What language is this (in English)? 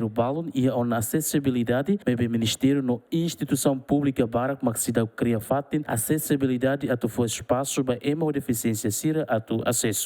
Tetum